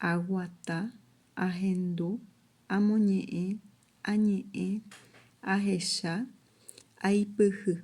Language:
Guarani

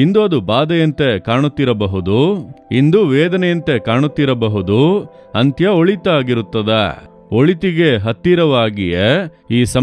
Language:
Kannada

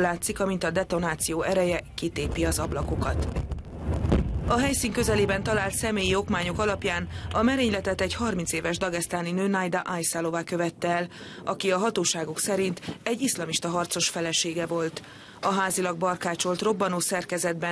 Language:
Hungarian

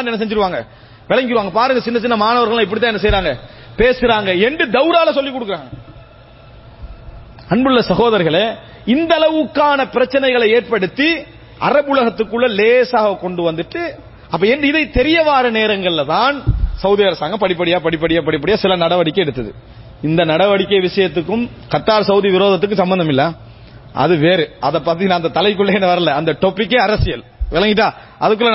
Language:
Tamil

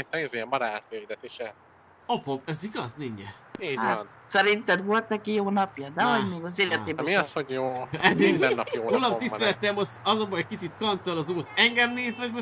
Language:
Hungarian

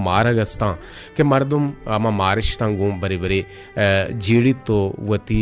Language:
Eastern Balochi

